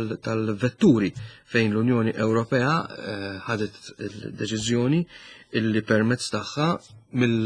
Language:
Maltese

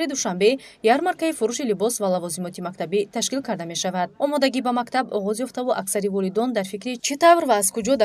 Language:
Tajik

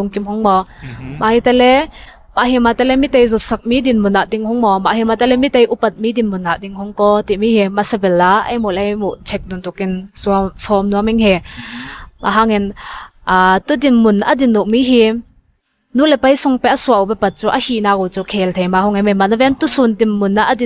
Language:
Ngawn Chin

